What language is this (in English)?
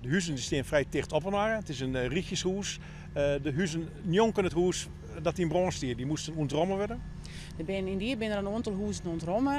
Western Frisian